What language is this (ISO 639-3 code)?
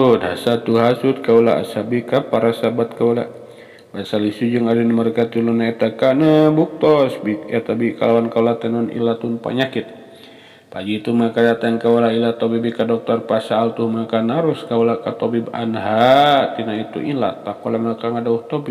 sun